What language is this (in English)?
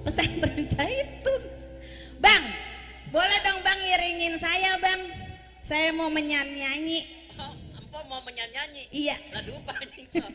Betawi